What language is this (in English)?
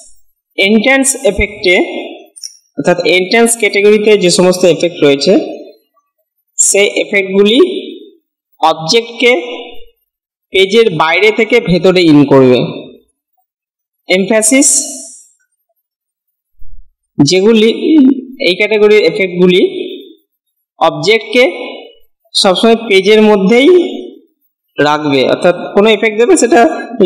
Bangla